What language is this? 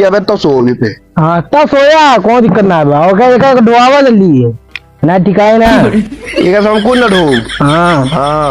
Awadhi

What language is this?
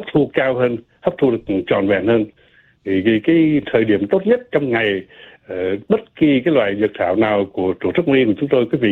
Vietnamese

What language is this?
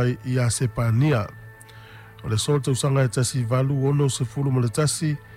Samoan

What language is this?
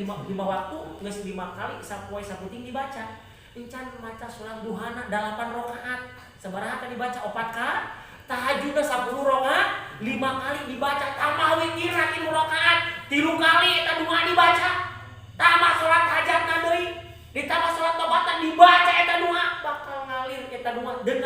Sundanese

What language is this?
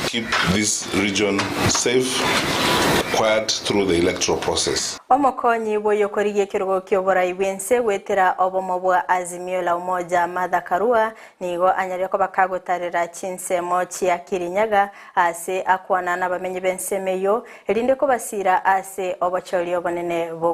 Gusii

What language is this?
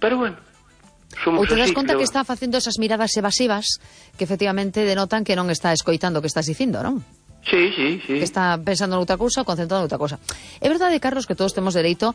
Galician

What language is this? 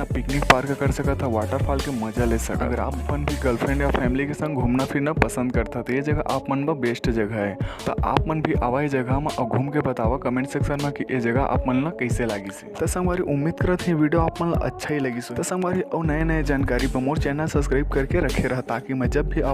Chhattisgarhi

